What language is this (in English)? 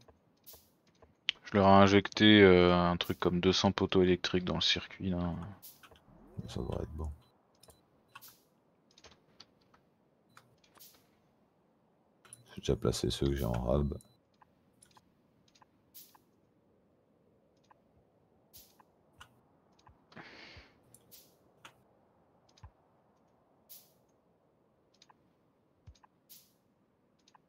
French